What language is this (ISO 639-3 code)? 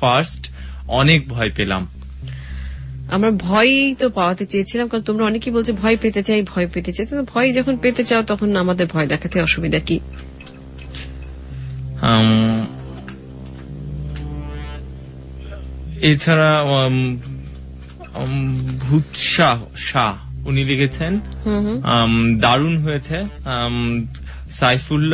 ben